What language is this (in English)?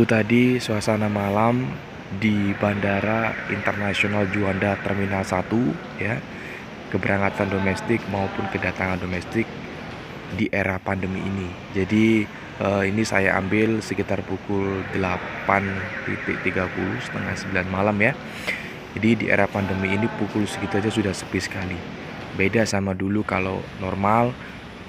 Indonesian